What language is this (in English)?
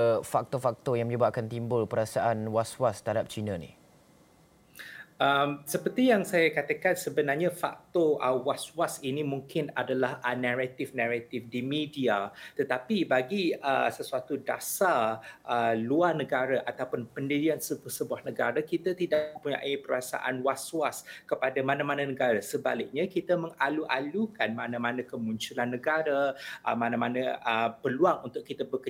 Malay